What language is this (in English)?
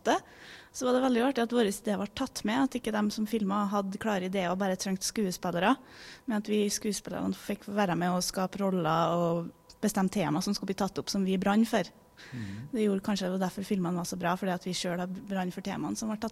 Norwegian